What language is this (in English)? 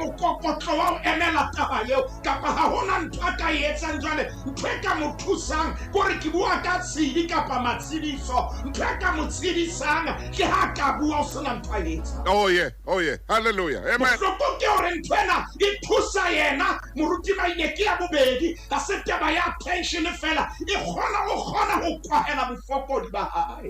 Southern Sotho